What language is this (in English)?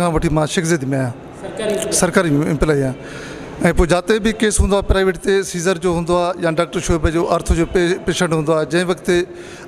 Sindhi